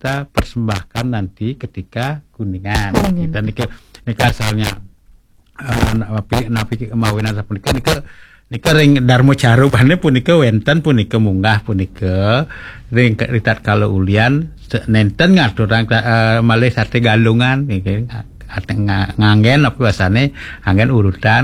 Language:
Balinese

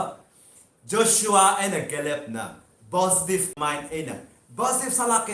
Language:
Tangkhul Naga (India)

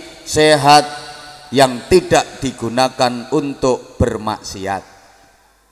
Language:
Javanese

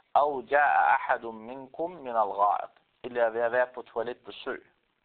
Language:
Danish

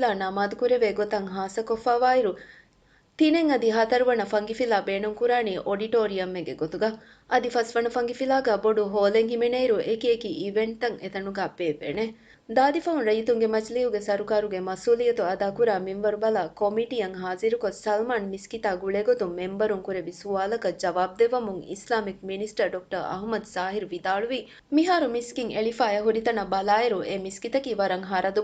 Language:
Divehi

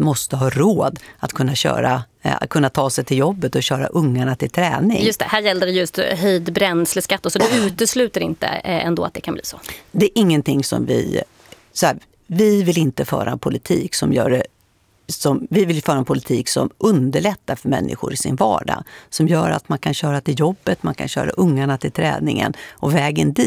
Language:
Swedish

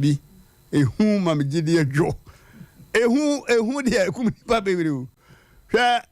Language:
Akan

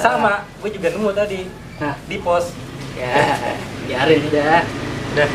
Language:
Betawi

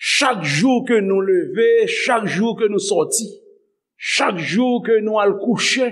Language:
Haitian Creole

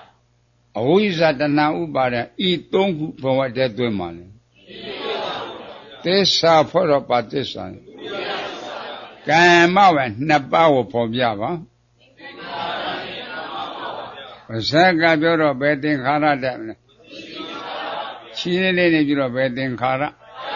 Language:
Burmese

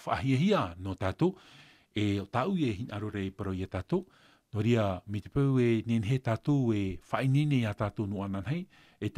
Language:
Tahitian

